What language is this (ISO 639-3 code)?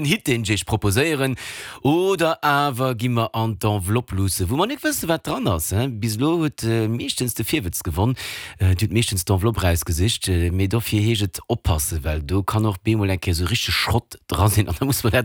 ltz